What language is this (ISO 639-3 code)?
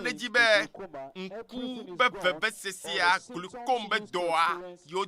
ewe